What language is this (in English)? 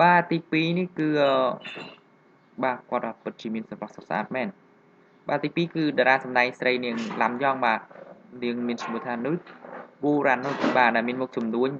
Khmer